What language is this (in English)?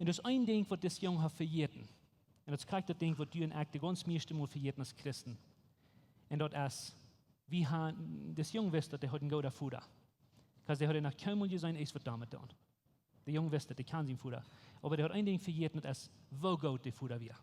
Plautdietsch